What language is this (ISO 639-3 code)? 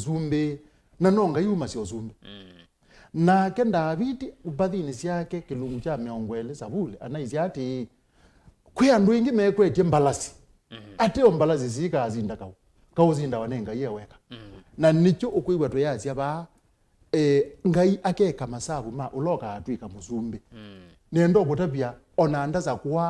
kam